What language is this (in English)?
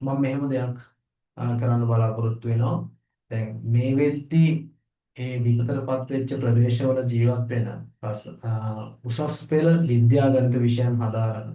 Sinhala